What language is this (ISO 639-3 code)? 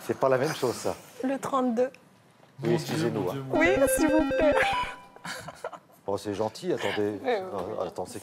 fra